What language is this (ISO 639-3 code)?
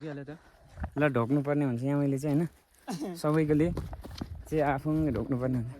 nep